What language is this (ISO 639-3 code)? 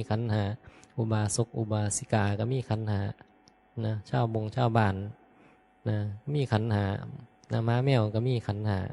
tts